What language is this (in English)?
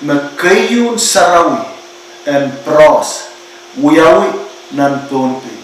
Pohnpeian